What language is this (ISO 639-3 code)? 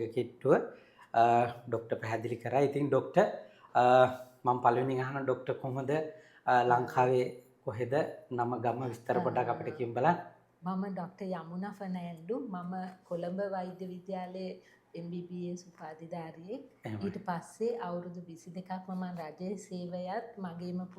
sin